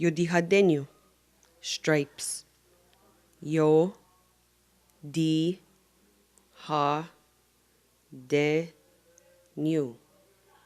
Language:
Mohawk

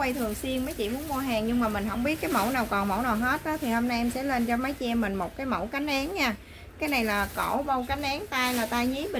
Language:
Vietnamese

